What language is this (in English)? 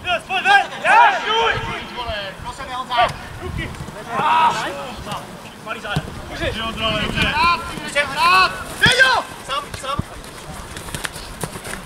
Czech